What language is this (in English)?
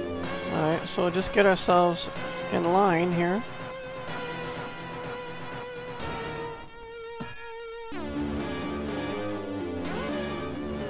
English